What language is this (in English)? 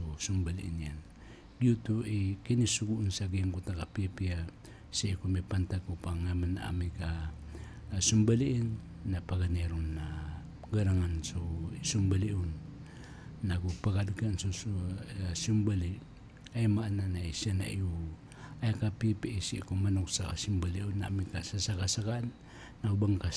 Maranao